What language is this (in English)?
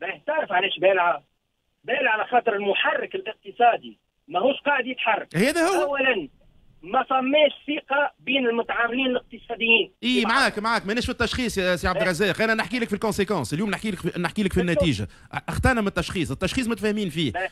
Tunisian Arabic